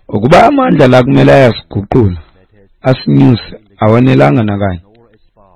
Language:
Xhosa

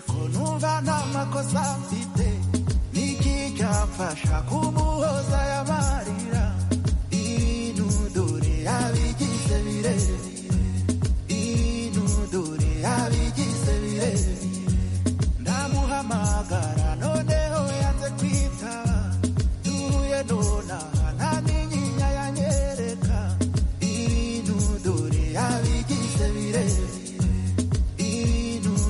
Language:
Kinyarwanda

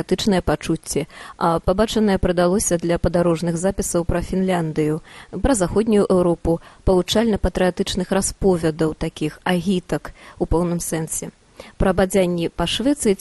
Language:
Belarusian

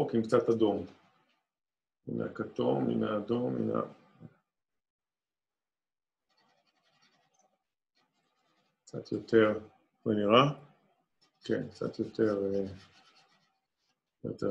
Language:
Hebrew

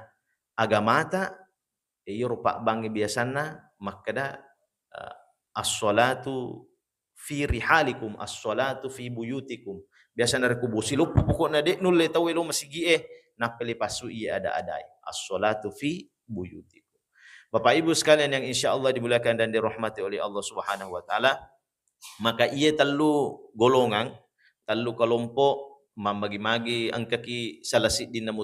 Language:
Buginese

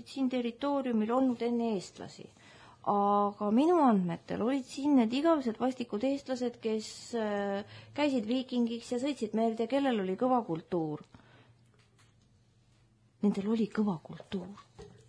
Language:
Estonian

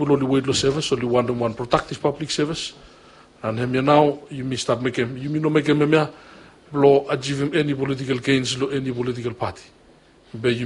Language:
Bislama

